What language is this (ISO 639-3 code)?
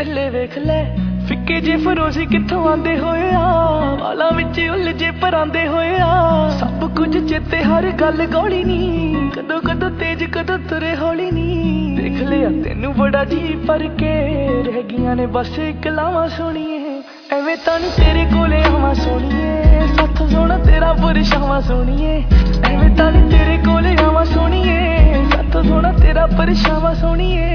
pan